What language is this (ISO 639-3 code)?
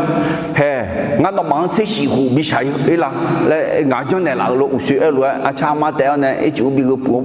ahk